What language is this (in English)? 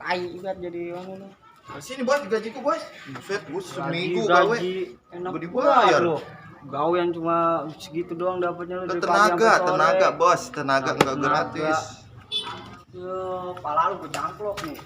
Betawi